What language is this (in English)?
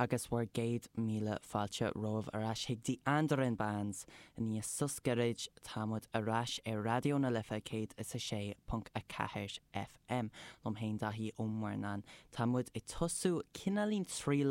Irish